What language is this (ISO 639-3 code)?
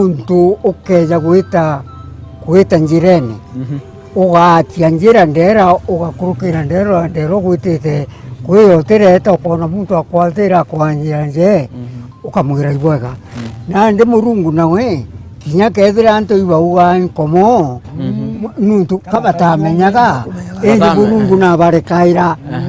mer